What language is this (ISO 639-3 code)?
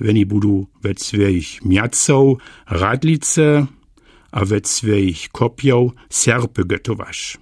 dsb